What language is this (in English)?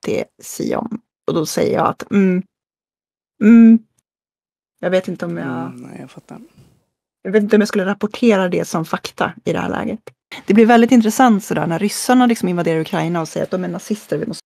Swedish